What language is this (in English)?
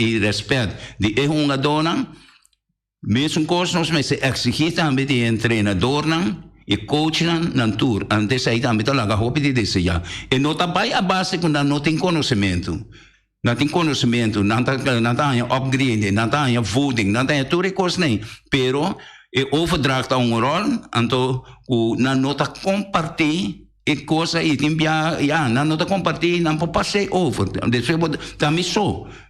Papiamento